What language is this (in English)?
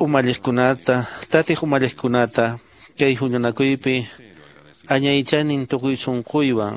Quechua